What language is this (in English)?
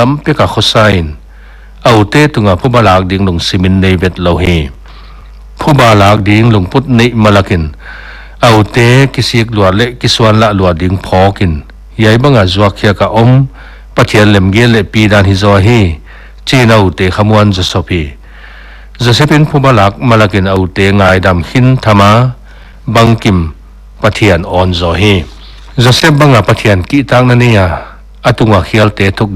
Paite Chin